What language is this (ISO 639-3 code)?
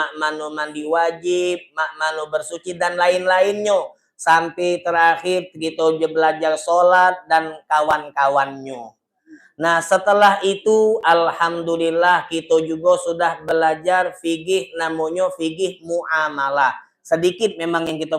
mui